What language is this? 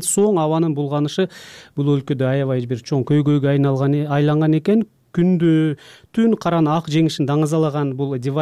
Kyrgyz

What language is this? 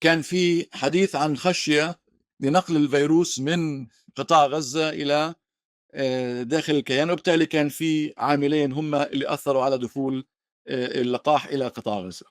North Levantine Arabic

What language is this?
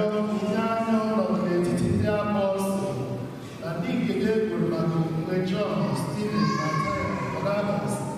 Igbo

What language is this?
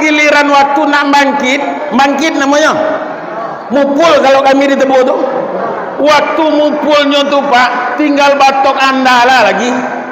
Minangkabau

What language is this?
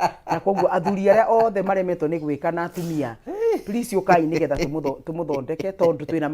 Kikuyu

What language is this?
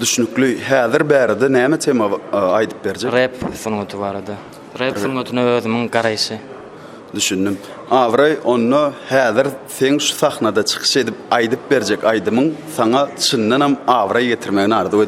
Turkmen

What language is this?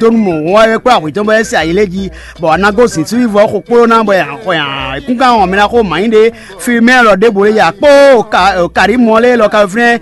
Fon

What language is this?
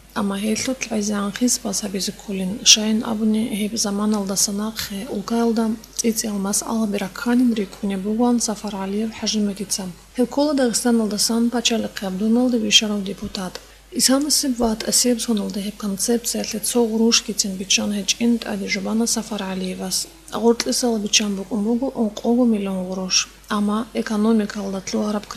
Avaric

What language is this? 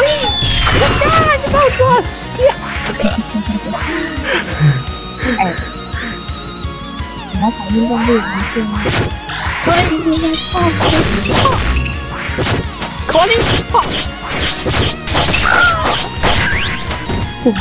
Chinese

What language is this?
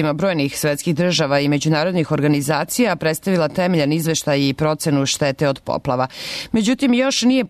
Serbian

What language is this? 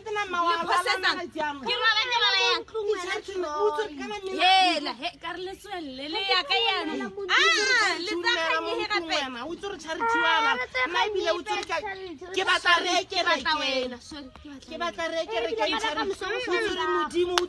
Tswana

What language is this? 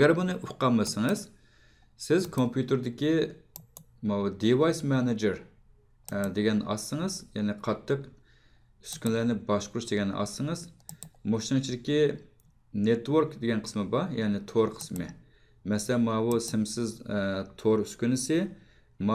Uyghur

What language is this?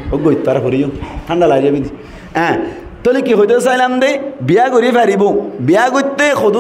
Rohingya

